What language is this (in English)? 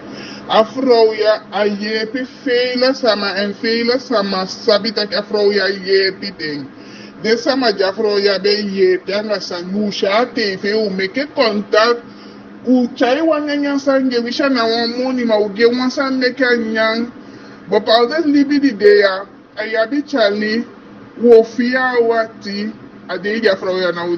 Eastern Maroon Creole